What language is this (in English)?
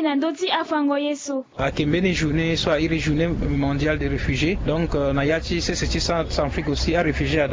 Sango